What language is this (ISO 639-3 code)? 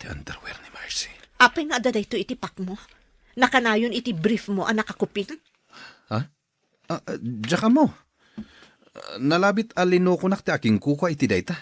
ilo